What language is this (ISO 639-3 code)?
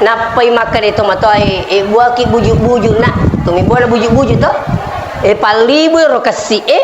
bug